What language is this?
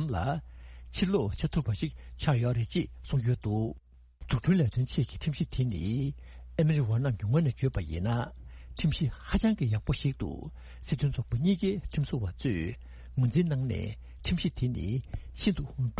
Tibetan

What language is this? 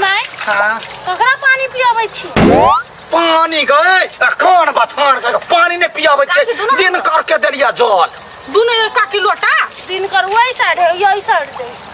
Maithili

